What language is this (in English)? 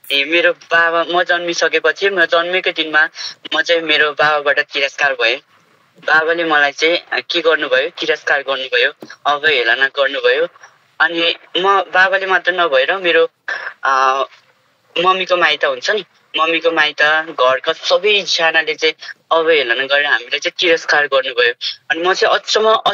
Nepali